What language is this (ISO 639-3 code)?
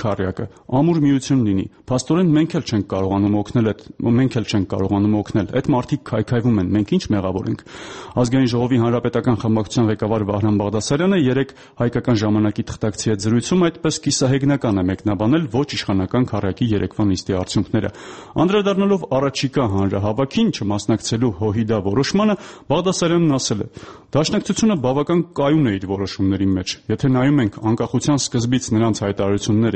hye